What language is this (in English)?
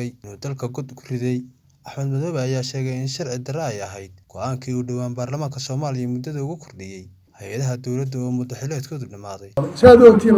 Somali